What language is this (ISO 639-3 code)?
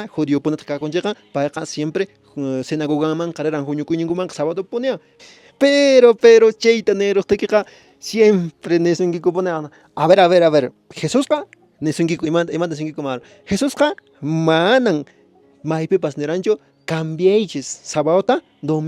que